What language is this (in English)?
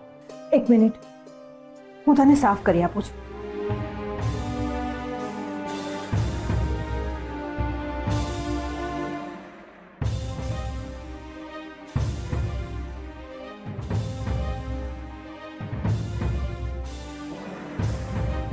Gujarati